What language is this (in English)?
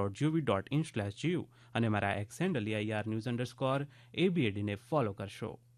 Gujarati